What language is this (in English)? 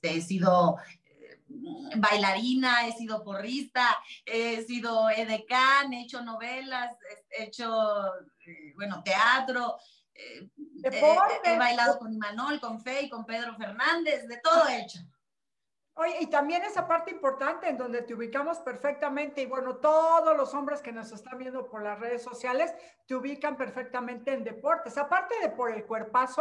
Spanish